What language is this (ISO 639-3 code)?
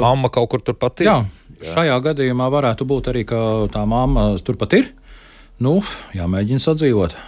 lav